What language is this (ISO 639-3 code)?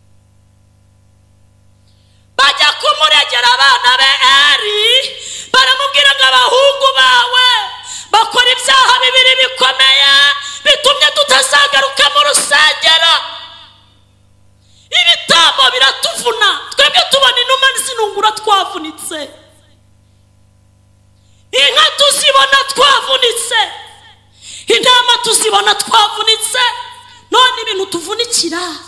kin